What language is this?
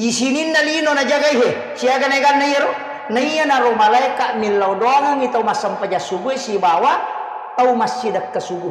Buginese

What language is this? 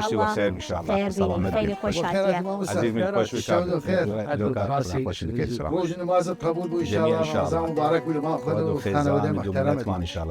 Southern Kurdish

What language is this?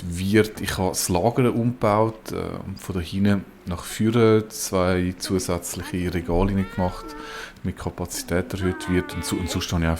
Swiss German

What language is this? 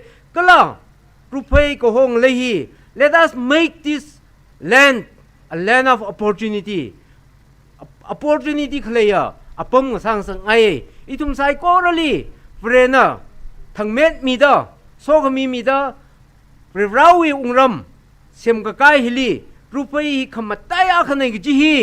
Tangkhul Naga (India)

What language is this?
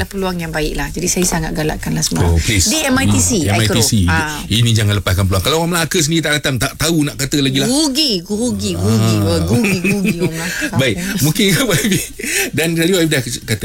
Malay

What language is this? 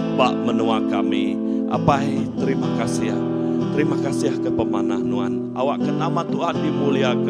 Iban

